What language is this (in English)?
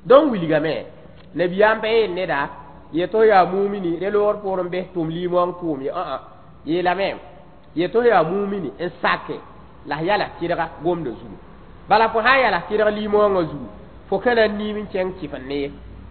Mossi